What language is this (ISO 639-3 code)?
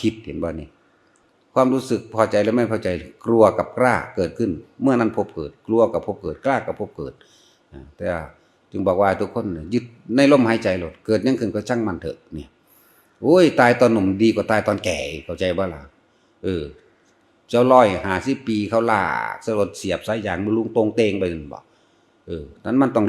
tts